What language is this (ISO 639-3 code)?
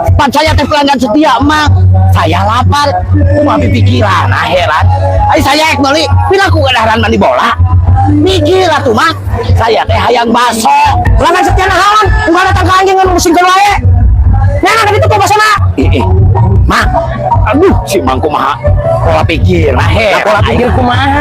sun